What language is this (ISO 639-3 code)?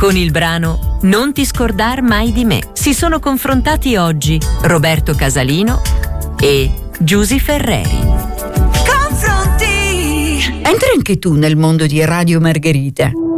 ita